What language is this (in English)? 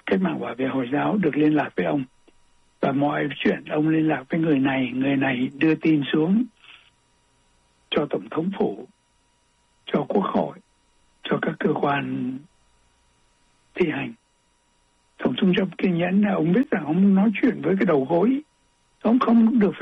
Vietnamese